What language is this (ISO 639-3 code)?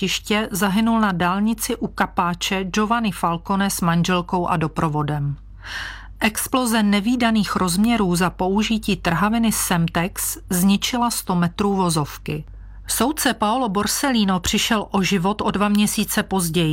ces